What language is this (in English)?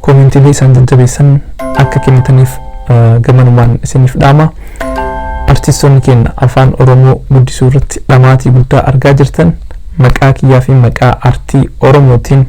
Oromo